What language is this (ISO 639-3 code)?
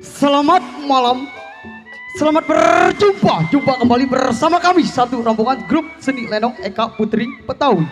bew